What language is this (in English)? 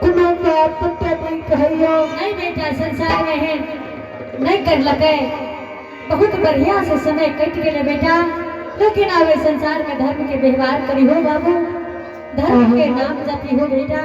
Angika